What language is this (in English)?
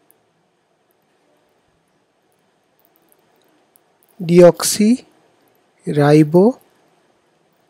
Bangla